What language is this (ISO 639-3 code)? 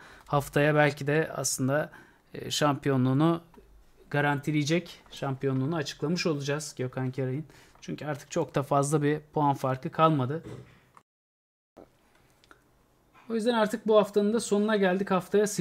tur